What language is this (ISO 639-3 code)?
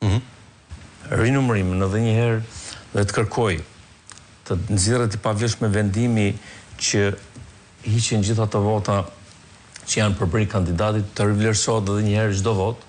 sqi